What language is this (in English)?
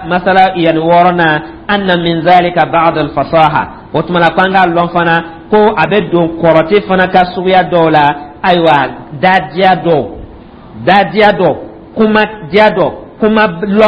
Dyula